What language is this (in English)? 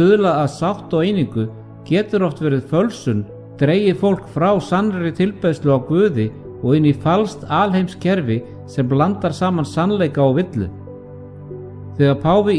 Icelandic